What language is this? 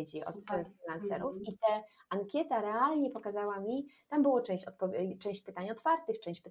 Polish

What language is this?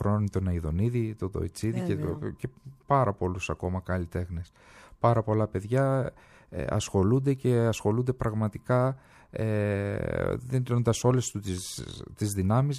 Greek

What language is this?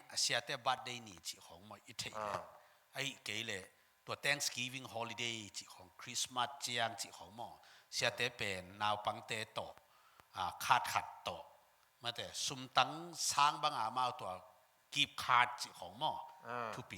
Tedim Chin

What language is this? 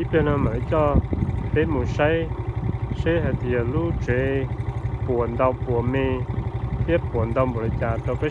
Hmong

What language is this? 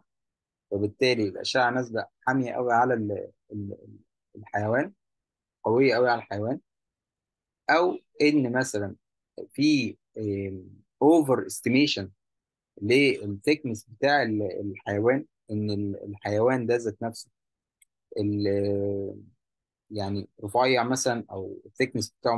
Egyptian Arabic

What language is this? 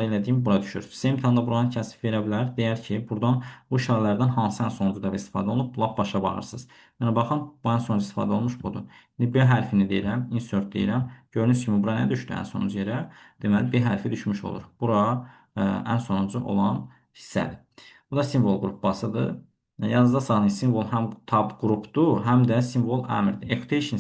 Azerbaijani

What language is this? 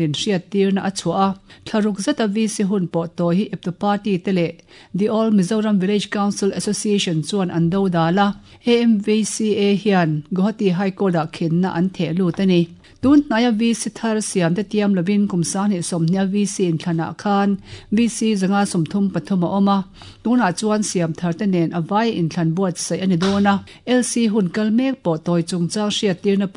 Mizo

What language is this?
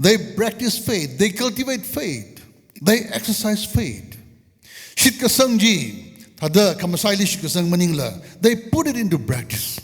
Tangkhul Naga (India)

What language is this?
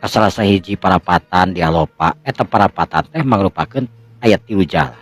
Sundanese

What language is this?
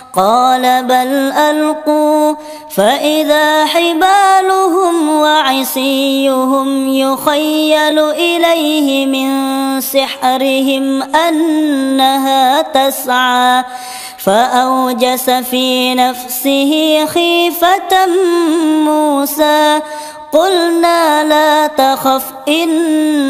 Arabic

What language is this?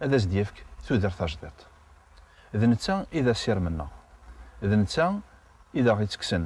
Kabyle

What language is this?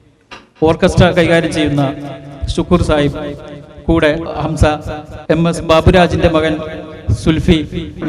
Malayalam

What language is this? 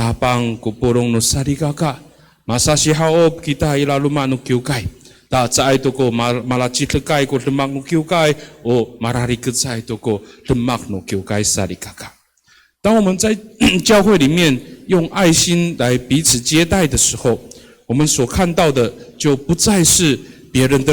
Amis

